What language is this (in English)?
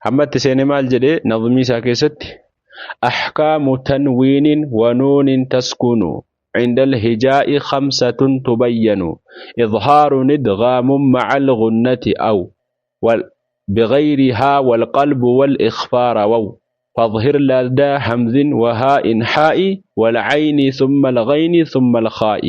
Oromo